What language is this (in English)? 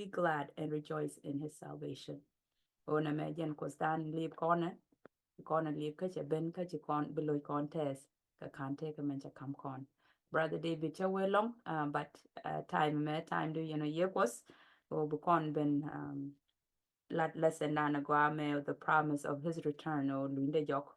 Nuer